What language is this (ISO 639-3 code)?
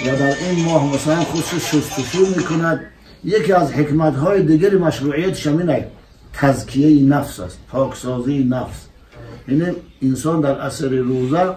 tgk